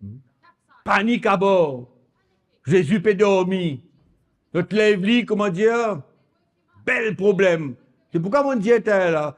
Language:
Morisyen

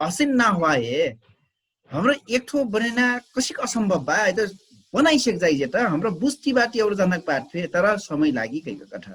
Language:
Dangaura Tharu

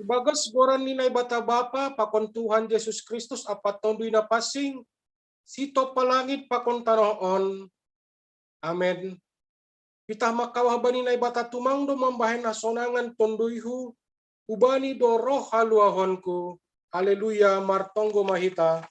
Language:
Batak Simalungun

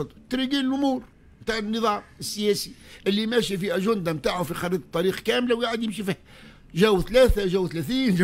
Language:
Tunisian Arabic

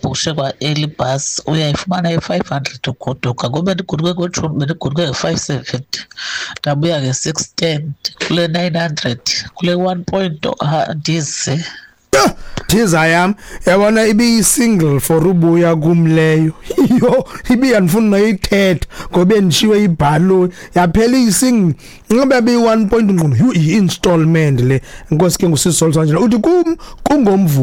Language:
Xhosa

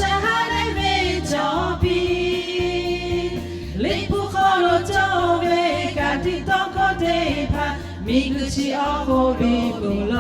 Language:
Lahu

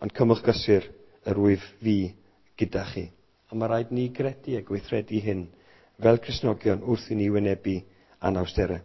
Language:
Welsh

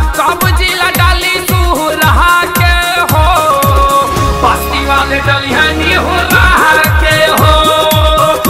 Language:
Bhojpuri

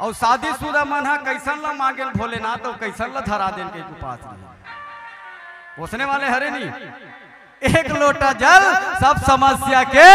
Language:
Chhattisgarhi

